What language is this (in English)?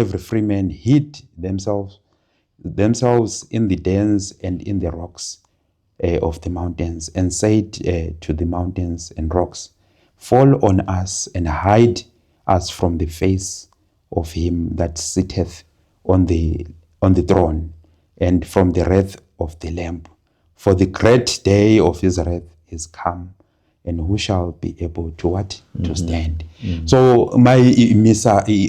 Zulu